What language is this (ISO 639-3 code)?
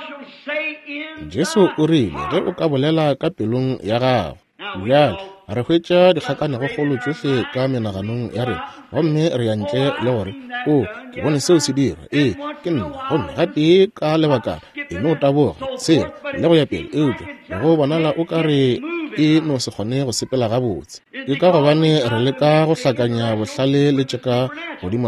nso